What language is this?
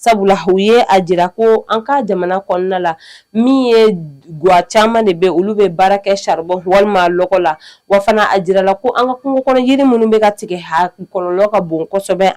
Bambara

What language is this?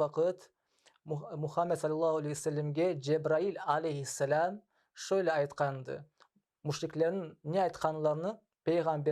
Crimean Tatar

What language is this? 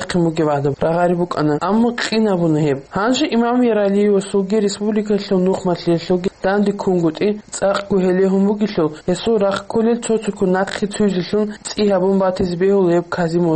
Avaric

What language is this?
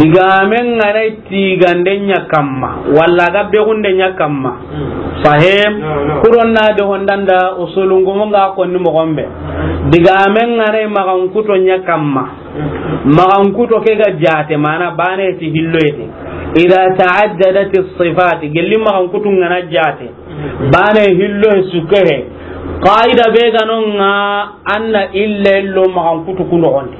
Soninke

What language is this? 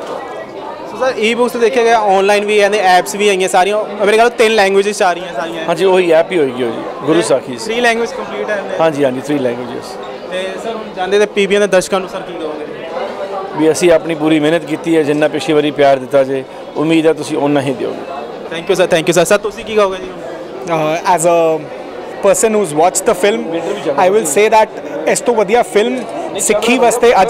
Punjabi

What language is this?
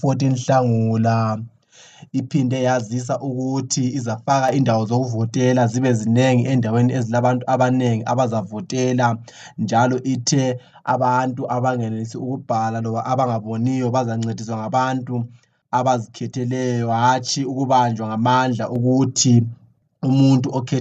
North Ndebele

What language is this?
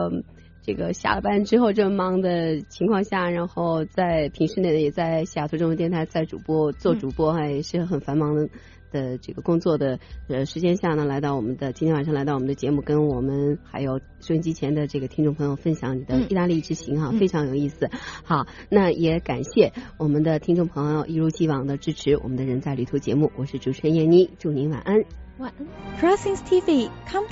Chinese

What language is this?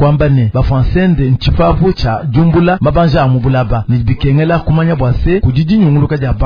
Luba-Lulua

